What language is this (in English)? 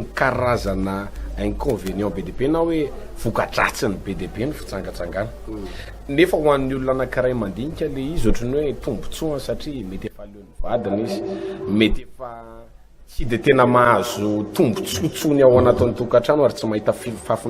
Malagasy